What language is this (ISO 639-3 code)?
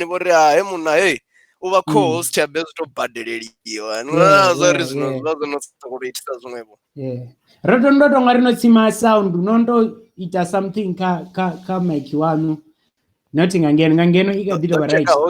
ven